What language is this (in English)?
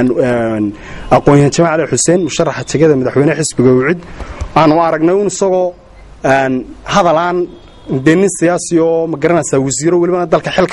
Somali